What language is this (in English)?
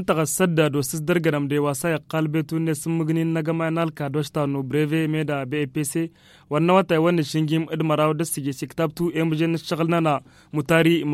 Tamasheq